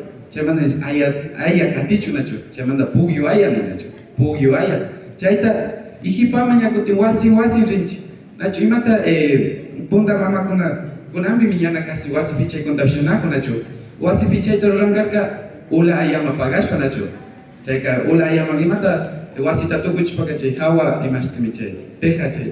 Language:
Imbabura Highland Quichua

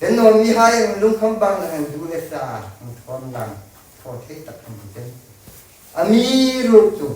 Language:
Hmar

